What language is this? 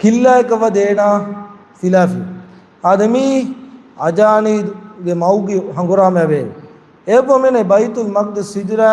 Divehi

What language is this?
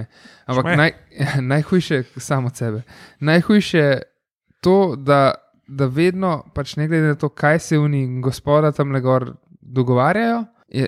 Slovenian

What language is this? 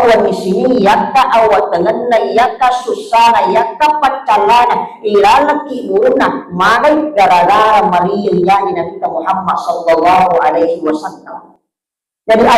Buginese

